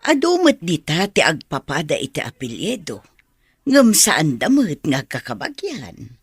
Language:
Iloko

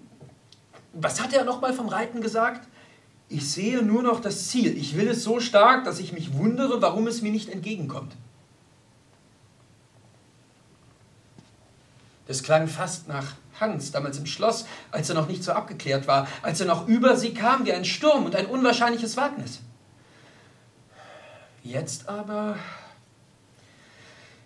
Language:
German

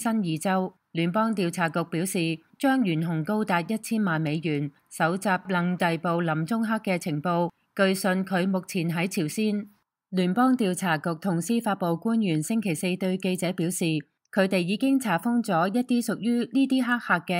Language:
Cantonese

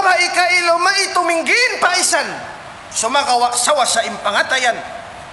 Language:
Tausug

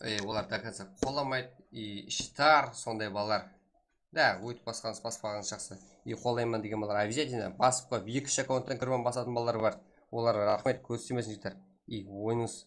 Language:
Kara-Kalpak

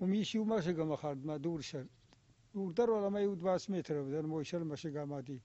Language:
Ossetic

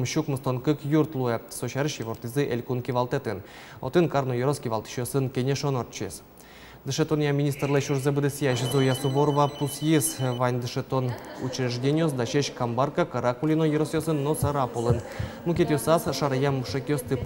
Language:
Udmurt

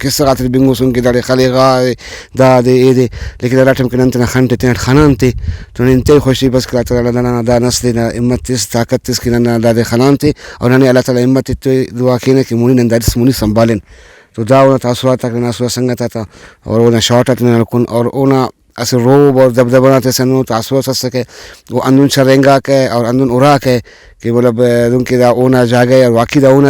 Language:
Brahui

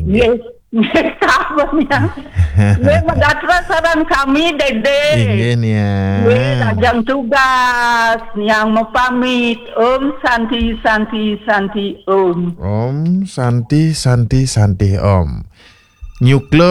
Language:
Balinese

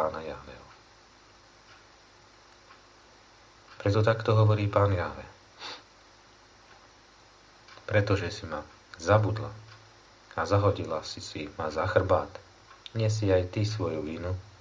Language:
Slovak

